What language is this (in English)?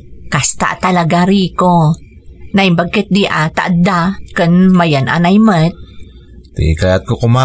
Iloko